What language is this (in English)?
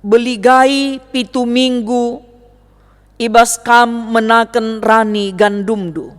Batak Karo